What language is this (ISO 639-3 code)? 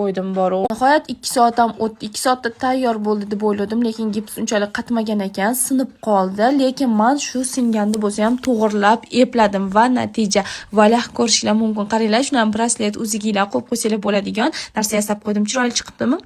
uzb